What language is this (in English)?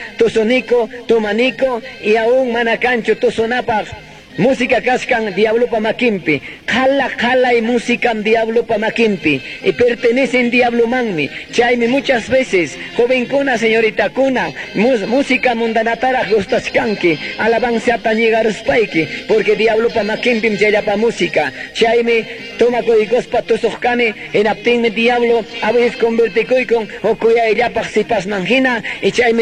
Ayacucho Quechua